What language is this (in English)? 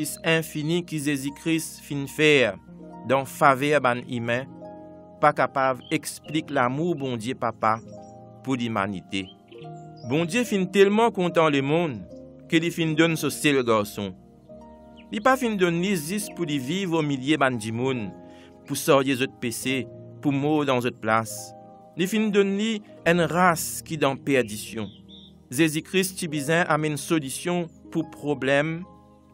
Morisyen